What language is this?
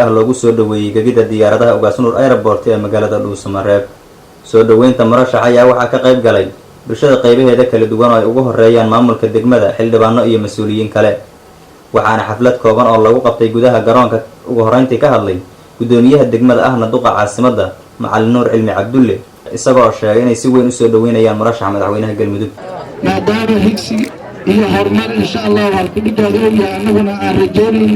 Somali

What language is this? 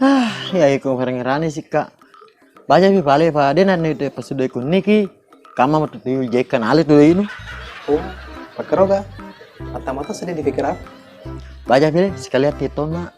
Buginese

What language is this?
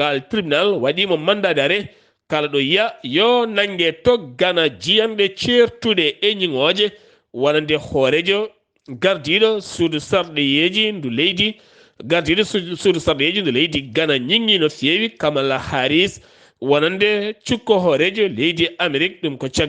Fula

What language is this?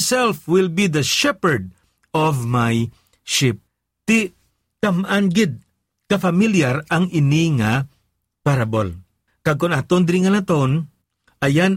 Hiligaynon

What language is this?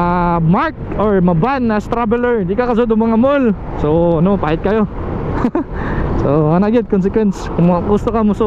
Cebuano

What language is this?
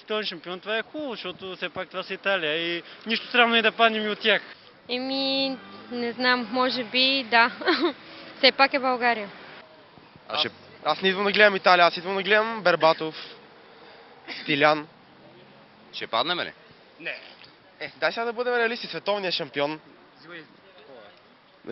Bulgarian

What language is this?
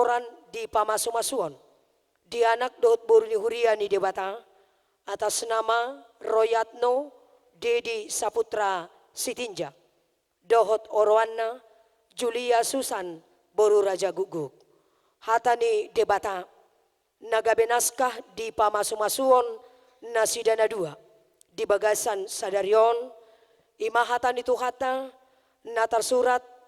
Batak Toba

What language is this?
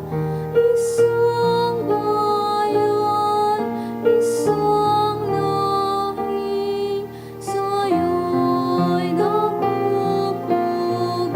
Bikol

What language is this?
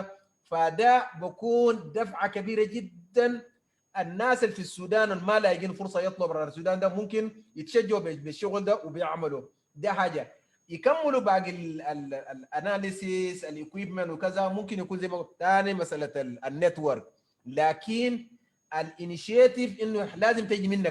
Sudanese Arabic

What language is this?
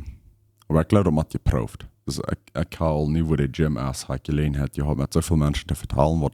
Plautdietsch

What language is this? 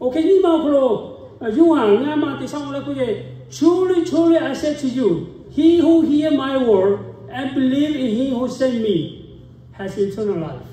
Lahu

